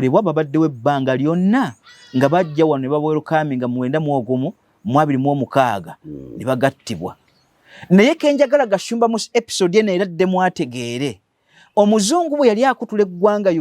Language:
Ganda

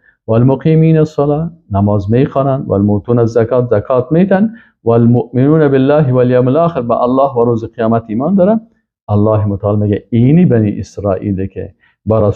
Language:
Persian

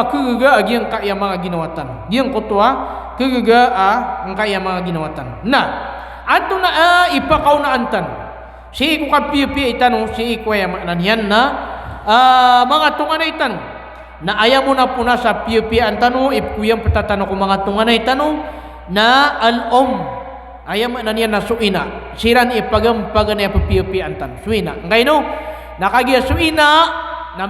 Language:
Maranao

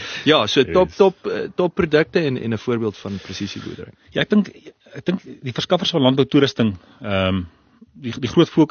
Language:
Afrikaans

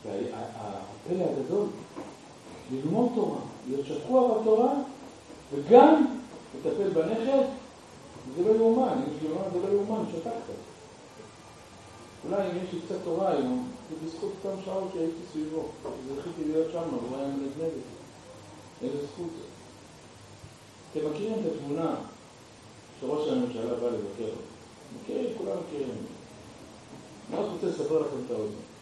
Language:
Hebrew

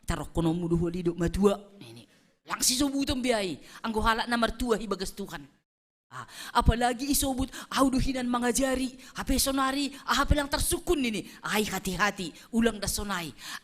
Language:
Batak Simalungun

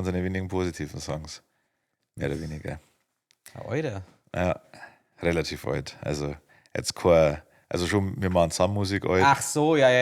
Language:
Bavarian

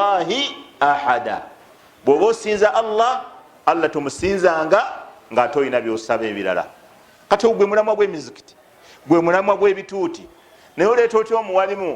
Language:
Ganda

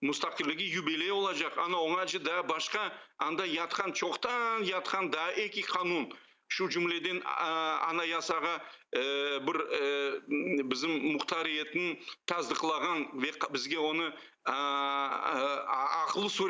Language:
Crimean Tatar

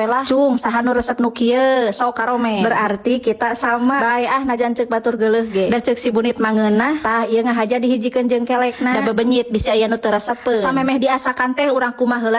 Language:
Sundanese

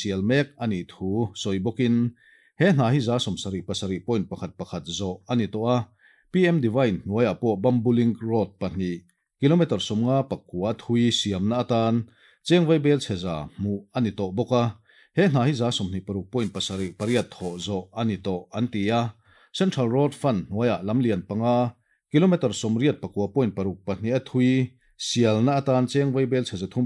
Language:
Mizo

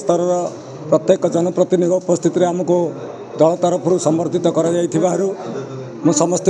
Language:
Odia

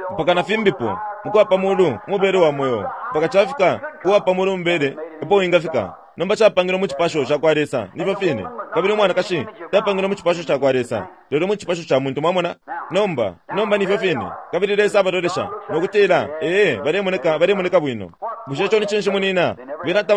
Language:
Bemba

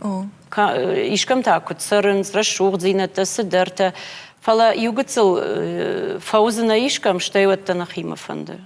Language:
Ossetic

